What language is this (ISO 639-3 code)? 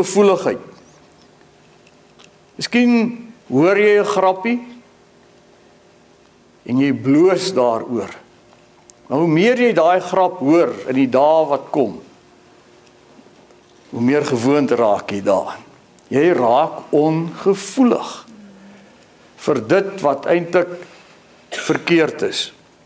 afr